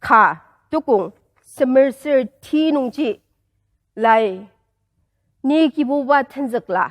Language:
Ao Naga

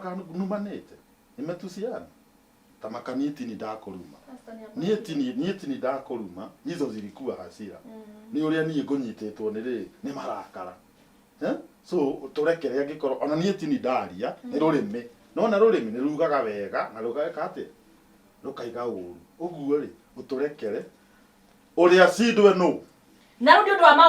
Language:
Kikuyu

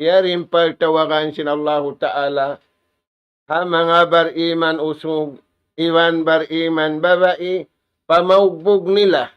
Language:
Tausug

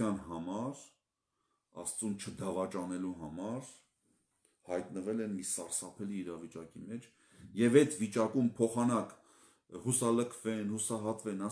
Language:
Armenian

